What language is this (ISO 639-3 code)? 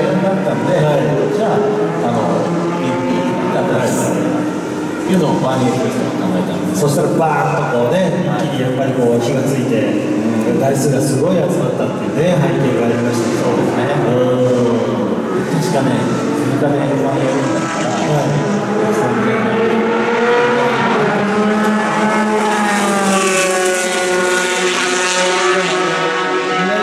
jpn